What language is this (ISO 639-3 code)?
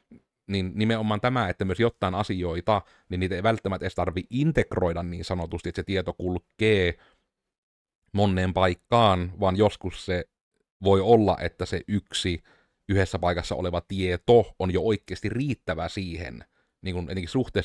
fin